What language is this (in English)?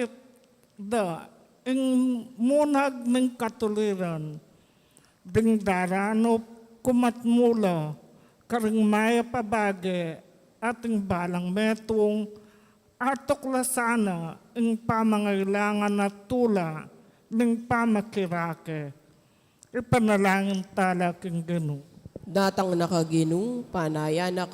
Pampanga